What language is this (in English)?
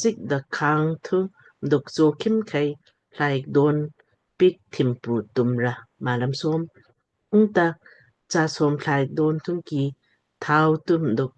Lamkang